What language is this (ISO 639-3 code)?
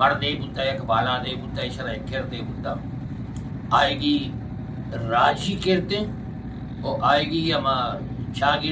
bgp